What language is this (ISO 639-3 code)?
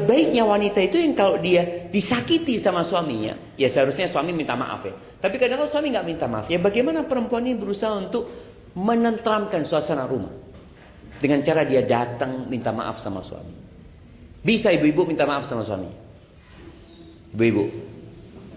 ind